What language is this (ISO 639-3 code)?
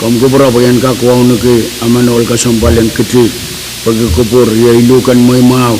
pon